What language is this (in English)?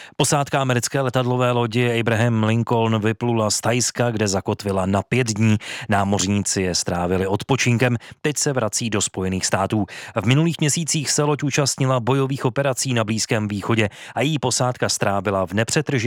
Czech